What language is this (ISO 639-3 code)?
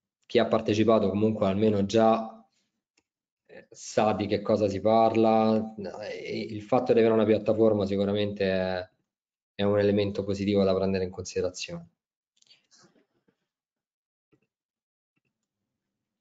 ita